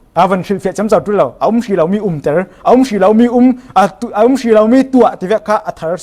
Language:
Falam Chin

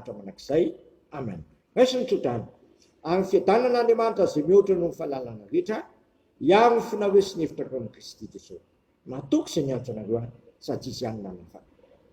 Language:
Malagasy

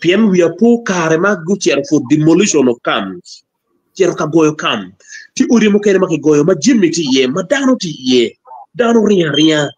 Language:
Acoli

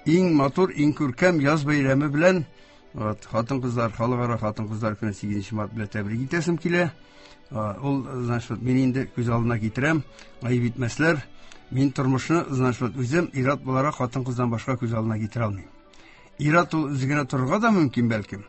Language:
Tatar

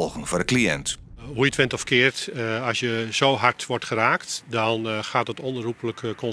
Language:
Western Frisian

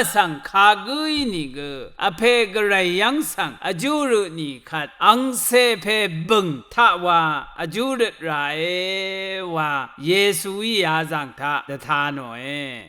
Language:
Rawang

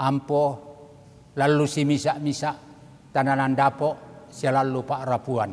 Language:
Toraja-Sa'dan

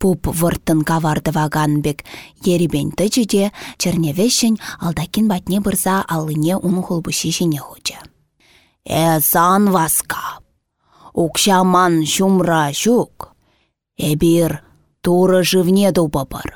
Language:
Chuvash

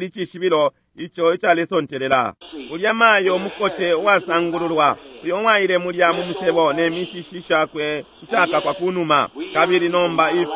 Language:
Bemba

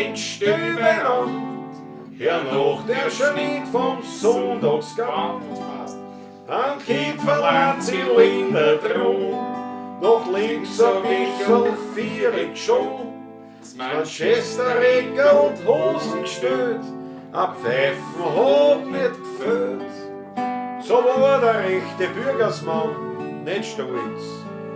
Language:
Bavarian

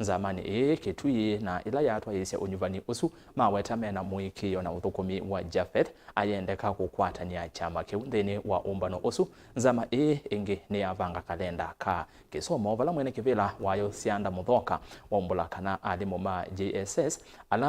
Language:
Kamba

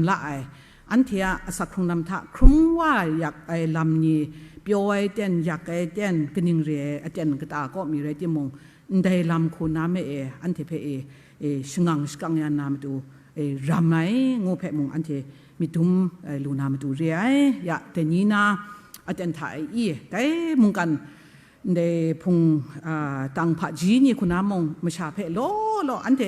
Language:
Kachin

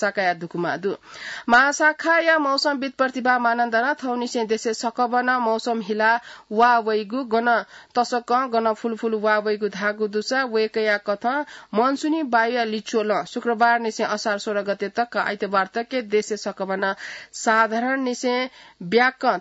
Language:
Newari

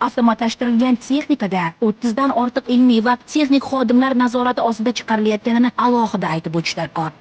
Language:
Uzbek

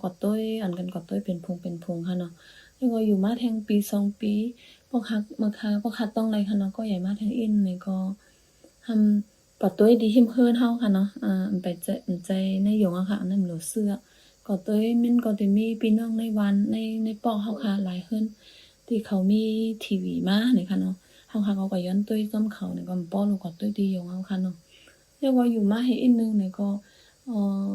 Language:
Shan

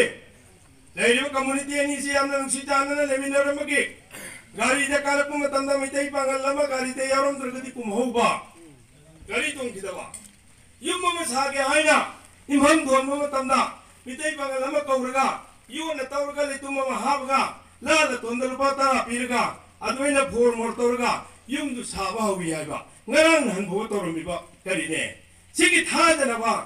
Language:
Manipuri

